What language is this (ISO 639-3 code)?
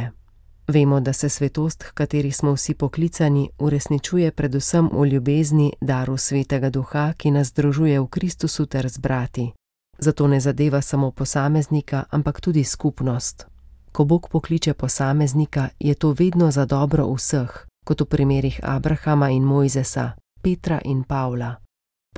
slv